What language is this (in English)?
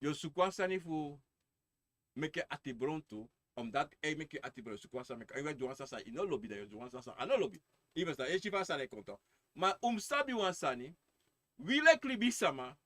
Sranan Tongo